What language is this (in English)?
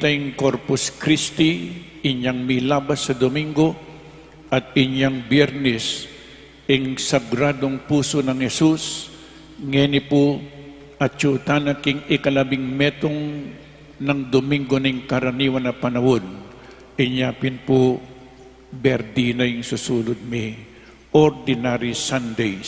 Pampanga